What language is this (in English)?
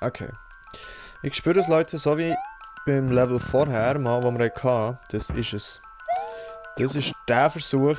Swiss German